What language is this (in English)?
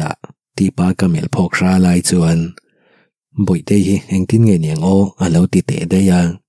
Mizo